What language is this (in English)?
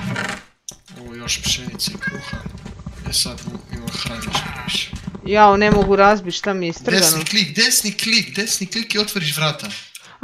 Croatian